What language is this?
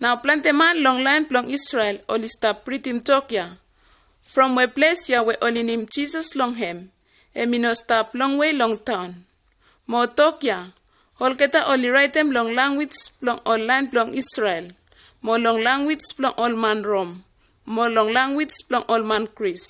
Bislama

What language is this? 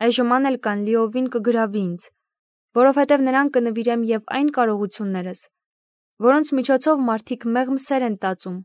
Armenian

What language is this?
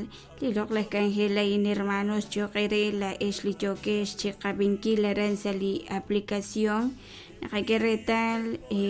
Kekchí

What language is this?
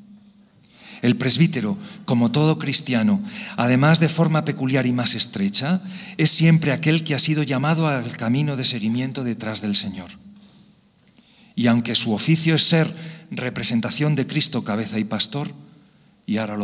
Spanish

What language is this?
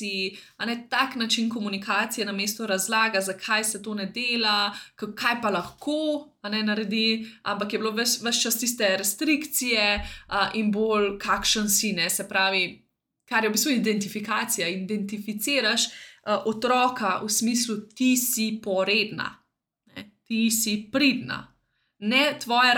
Slovenian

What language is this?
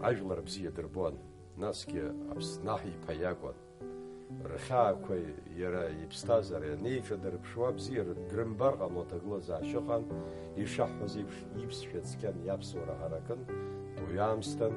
Abkhazian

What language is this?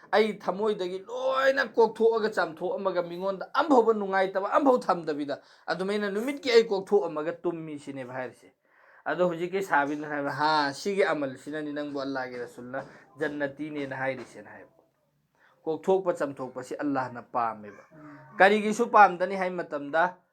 Manipuri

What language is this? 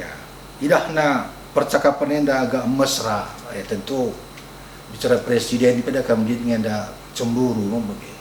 Batak Karo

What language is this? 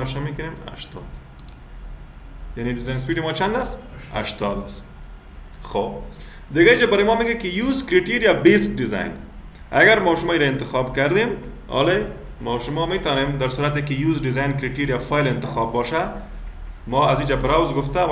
Persian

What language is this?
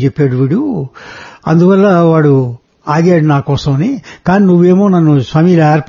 Telugu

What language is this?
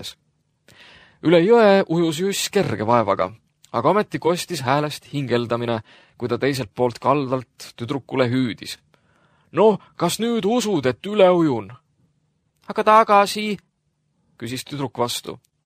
Estonian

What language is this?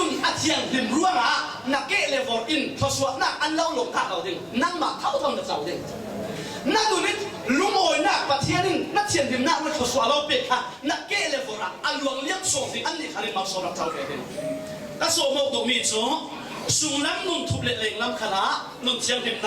Falam Chin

